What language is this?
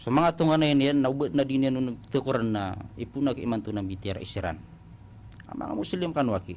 Maranao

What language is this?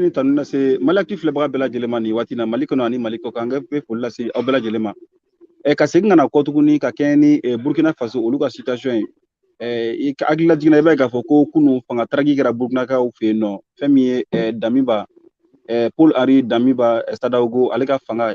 Bambara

